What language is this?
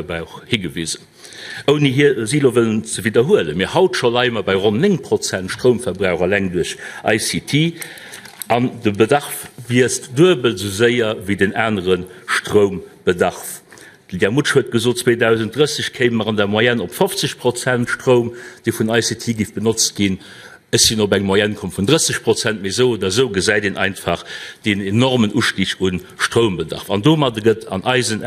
Luxembourgish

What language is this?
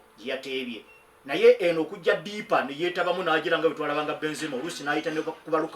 Ganda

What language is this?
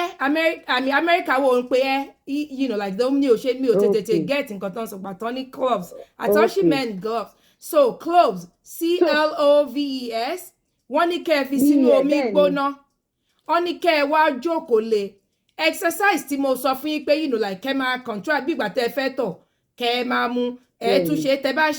Yoruba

